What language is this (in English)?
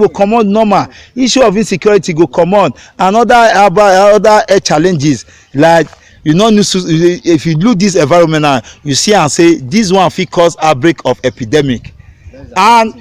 Nigerian Pidgin